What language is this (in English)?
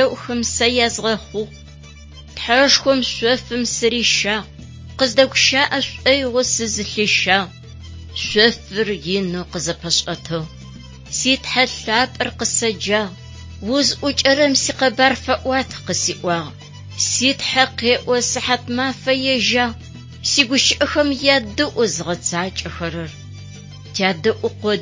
Adyghe